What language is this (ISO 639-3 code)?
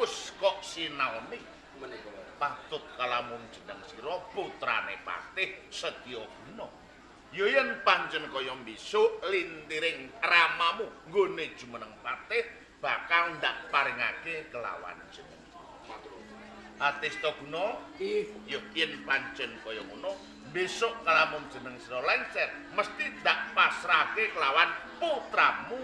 jav